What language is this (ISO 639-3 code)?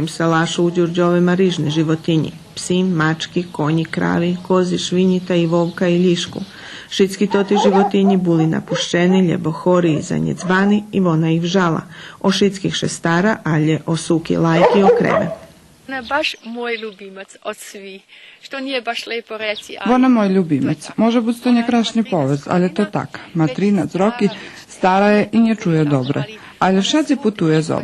rue